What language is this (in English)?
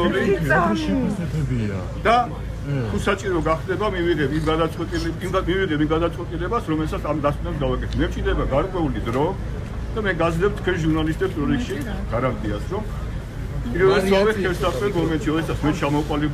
Georgian